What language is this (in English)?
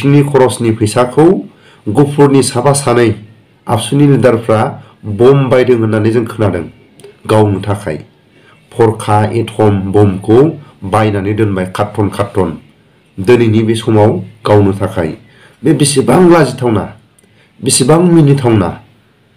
Bodo